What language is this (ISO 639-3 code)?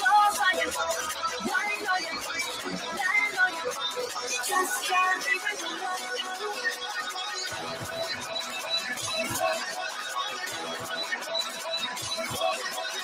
eng